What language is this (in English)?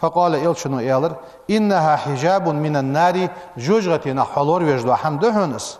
Ingush